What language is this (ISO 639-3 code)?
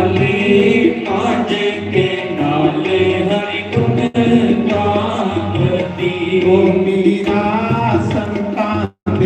doi